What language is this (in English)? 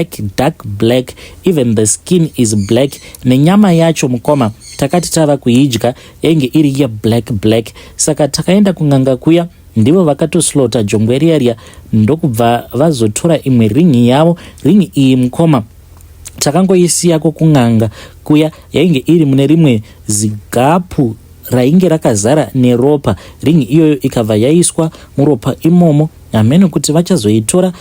Shona